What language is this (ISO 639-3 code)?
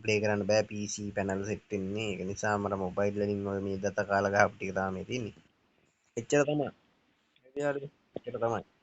sin